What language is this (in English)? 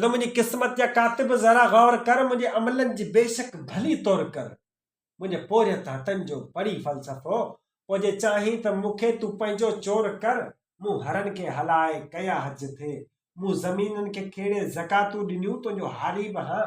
Sindhi